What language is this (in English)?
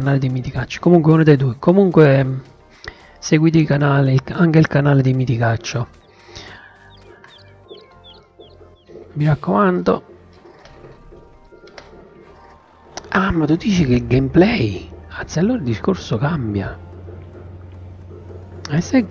Italian